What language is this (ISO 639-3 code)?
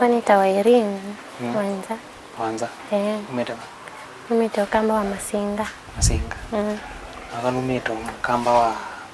kam